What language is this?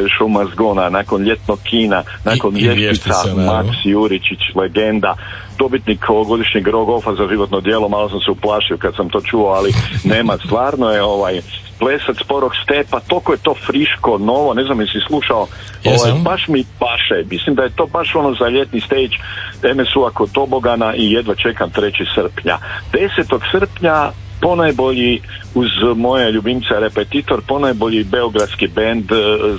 Croatian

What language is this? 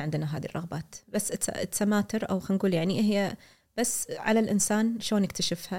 Gulf Arabic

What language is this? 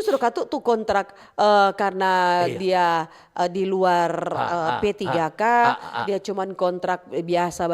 Manado Malay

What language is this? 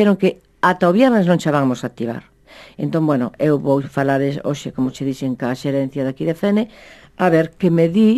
Galician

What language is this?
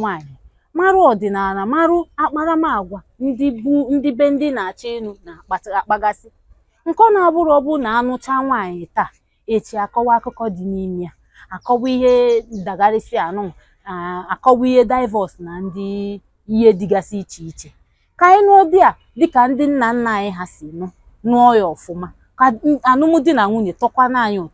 Igbo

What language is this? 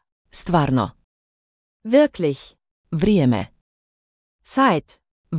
Slovenian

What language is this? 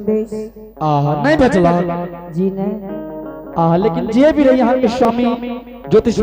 Angika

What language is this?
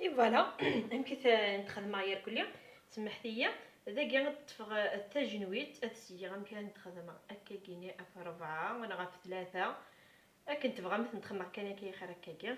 Kabyle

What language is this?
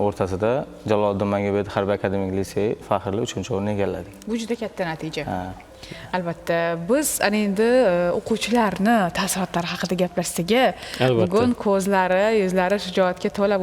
Uzbek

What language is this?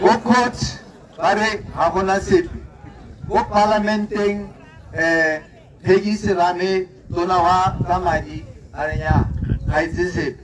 Tswana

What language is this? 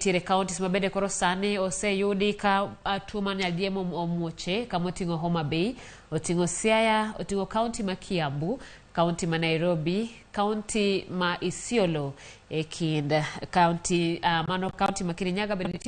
Luo (Kenya and Tanzania)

